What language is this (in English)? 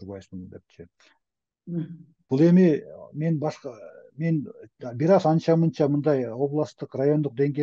Kyrgyz